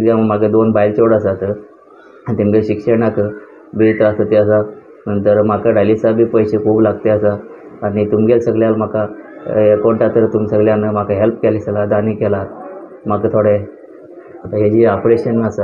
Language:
Konkani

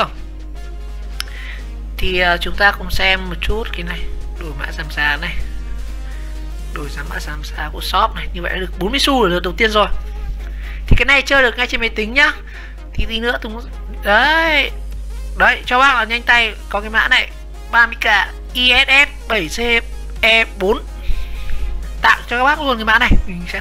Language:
Vietnamese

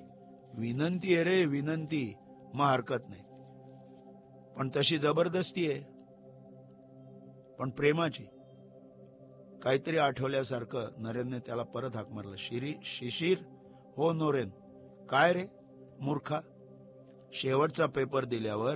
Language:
Marathi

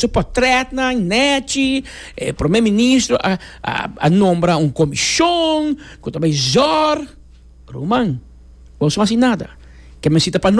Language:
Papiamento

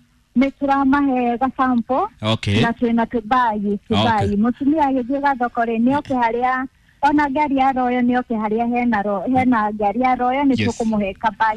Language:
Kikuyu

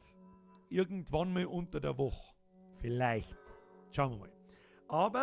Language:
Bavarian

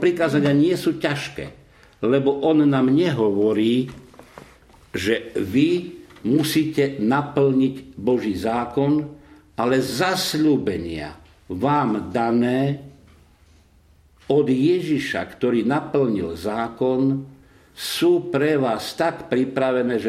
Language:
Slovak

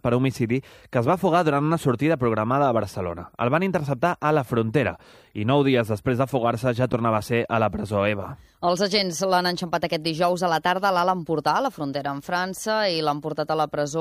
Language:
Catalan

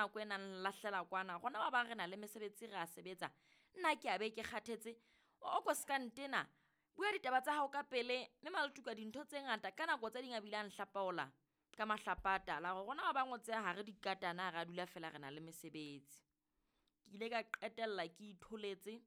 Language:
Southern Sotho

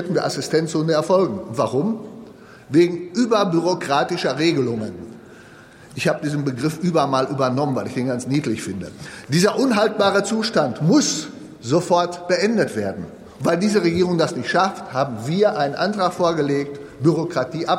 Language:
German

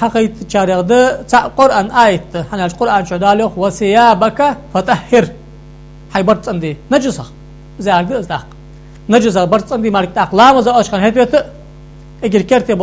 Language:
Ingush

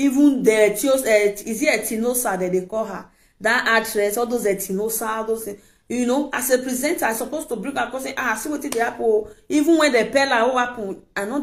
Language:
Nigerian Pidgin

